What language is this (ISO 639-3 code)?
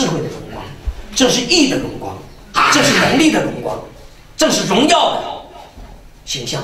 zho